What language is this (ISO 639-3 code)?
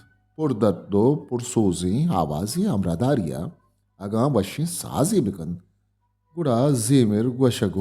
bal